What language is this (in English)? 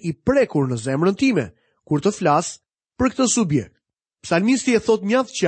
Albanian